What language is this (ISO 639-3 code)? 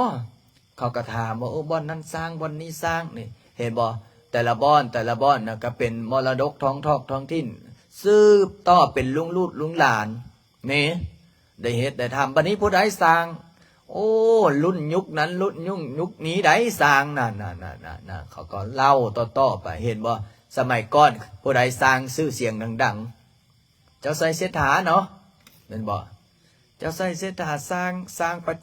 lao